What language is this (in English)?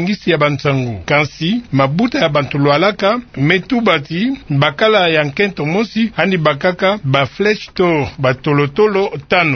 Kituba (Democratic Republic of Congo)